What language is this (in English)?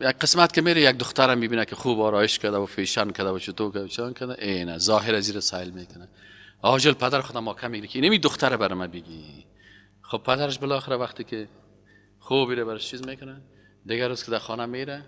Persian